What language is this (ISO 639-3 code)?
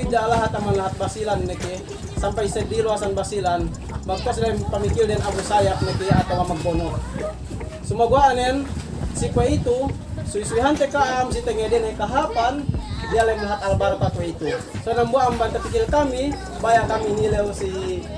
yka